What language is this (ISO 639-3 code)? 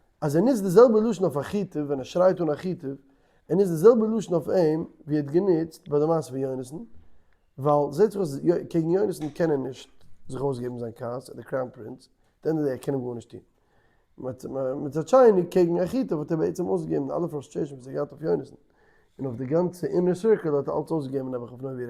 yid